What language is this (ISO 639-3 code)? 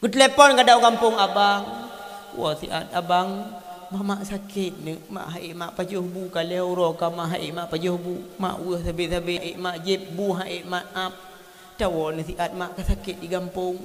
ace